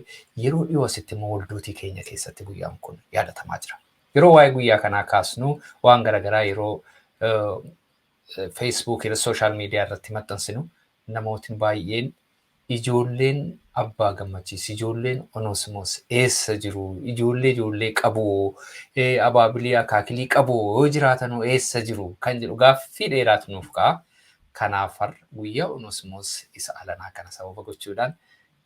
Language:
Oromo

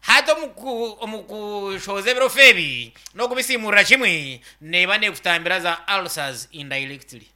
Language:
Nyankole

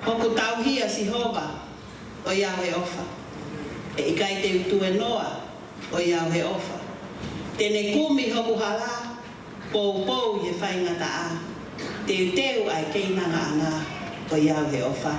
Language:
Tongan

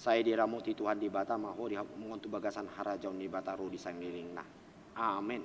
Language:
Batak Toba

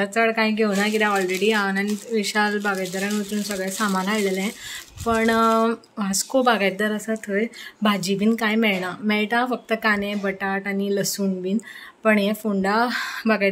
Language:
Konkani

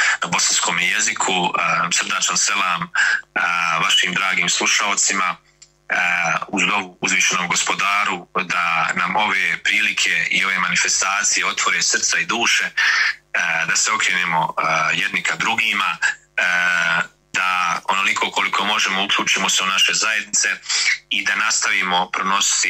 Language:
Bosnian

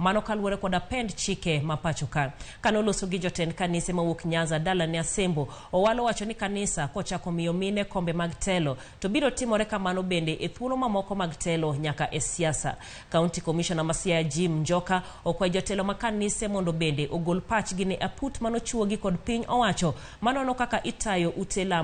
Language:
Luo (Kenya and Tanzania)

